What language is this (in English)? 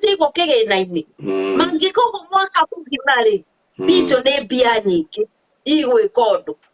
Kikuyu